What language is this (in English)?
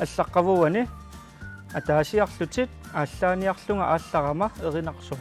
Kalaallisut